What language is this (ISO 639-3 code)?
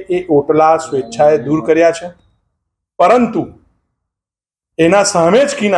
guj